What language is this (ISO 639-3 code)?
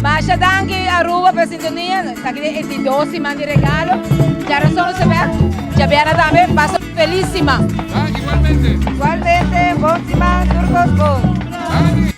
pap